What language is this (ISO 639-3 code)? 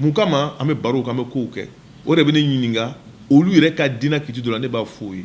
bam